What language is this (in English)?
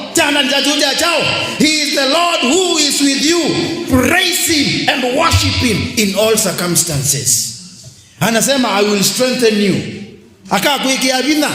Kamba